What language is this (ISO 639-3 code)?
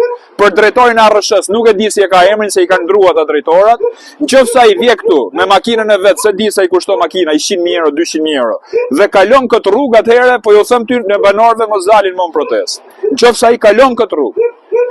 sqi